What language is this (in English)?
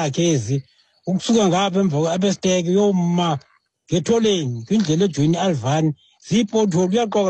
Xhosa